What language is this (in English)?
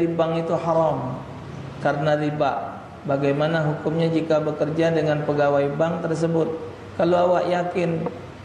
Musi